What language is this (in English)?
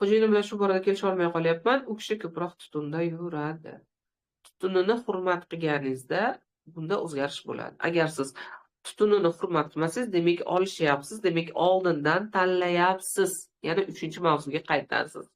Uzbek